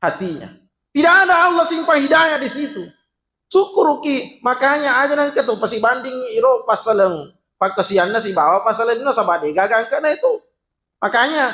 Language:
Buginese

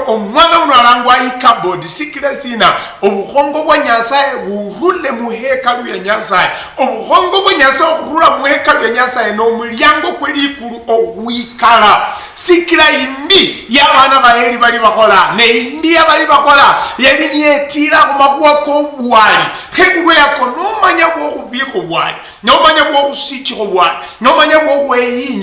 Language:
Luyia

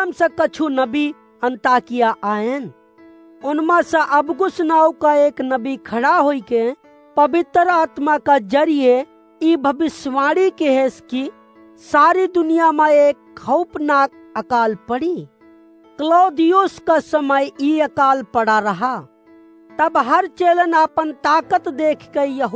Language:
Awadhi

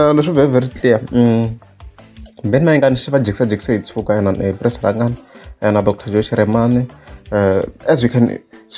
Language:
Tsonga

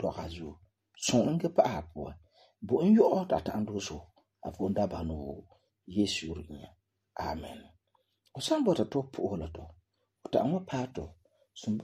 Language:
Frafra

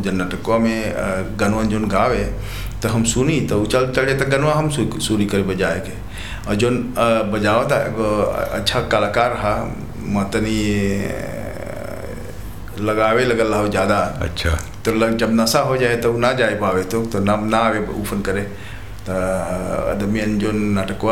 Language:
Bhojpuri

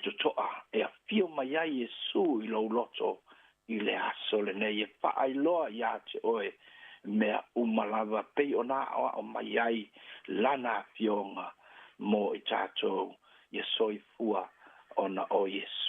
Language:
Samoan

